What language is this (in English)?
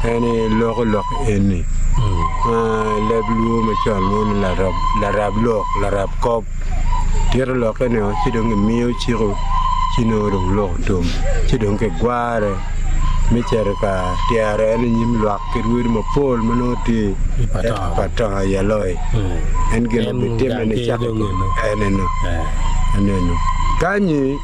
Acoli